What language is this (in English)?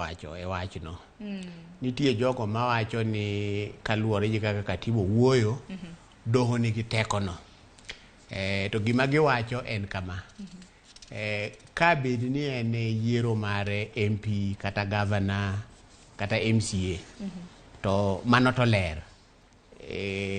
Luo (Kenya and Tanzania)